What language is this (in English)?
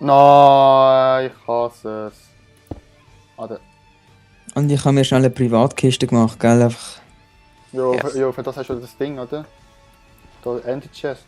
Swiss German